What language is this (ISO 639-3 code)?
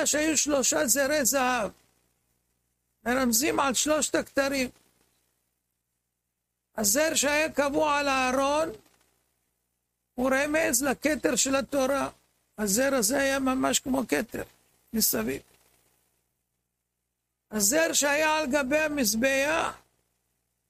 heb